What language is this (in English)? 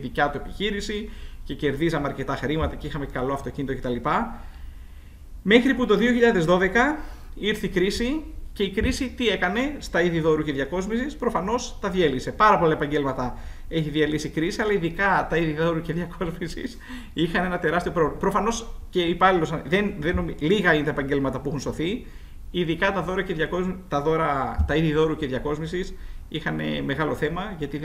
Greek